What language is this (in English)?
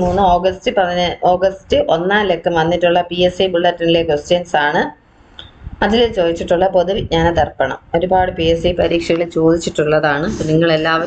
Malayalam